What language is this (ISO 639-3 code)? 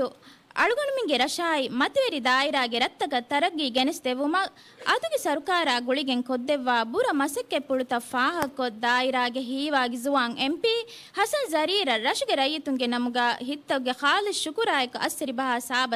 div